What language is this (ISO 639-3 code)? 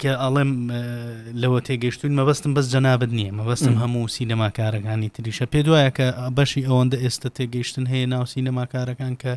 ckb